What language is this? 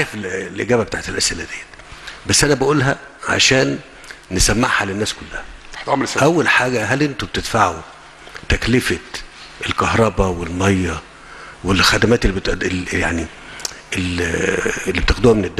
Egyptian Arabic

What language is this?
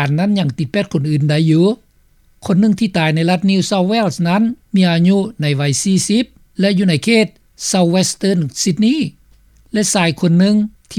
Lao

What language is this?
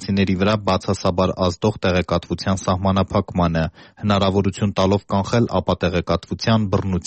Armenian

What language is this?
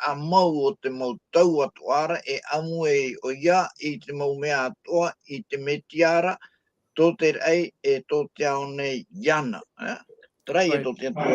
Tahitian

